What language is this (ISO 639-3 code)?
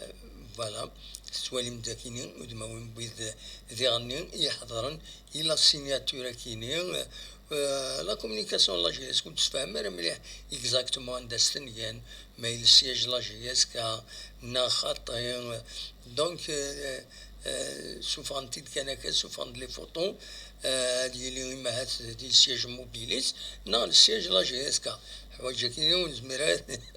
kab